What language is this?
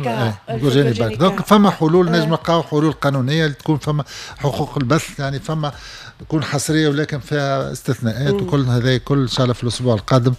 Tunisian Arabic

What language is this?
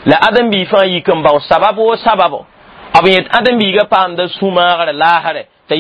Mossi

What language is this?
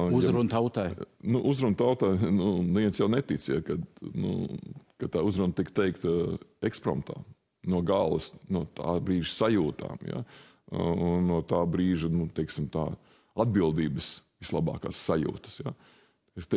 Latvian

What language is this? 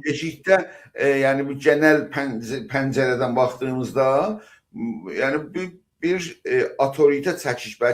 South Azerbaijani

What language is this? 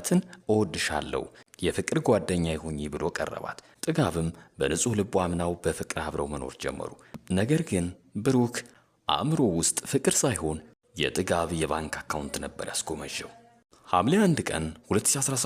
Amharic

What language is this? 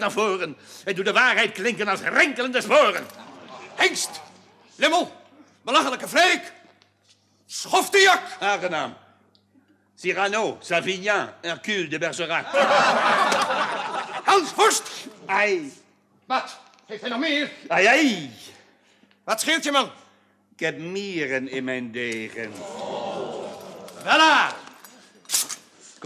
Dutch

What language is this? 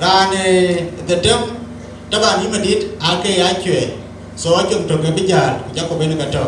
Dinka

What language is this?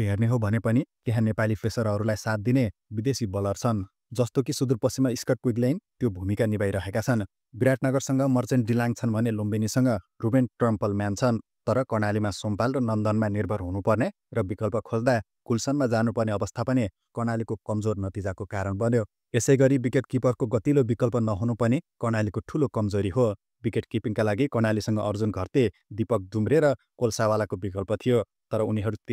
Nepali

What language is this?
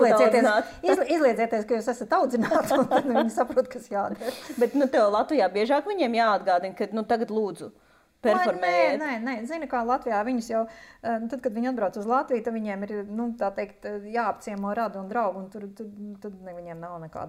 Latvian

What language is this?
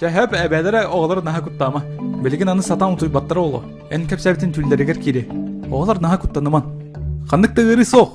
Yakut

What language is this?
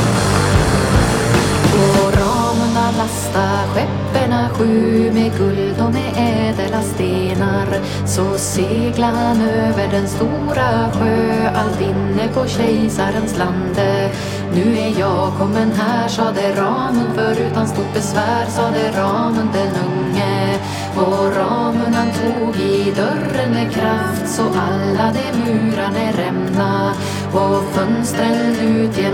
Swedish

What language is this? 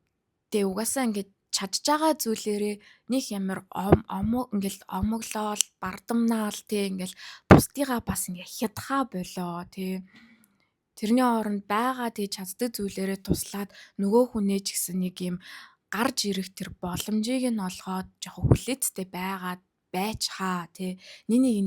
Mongolian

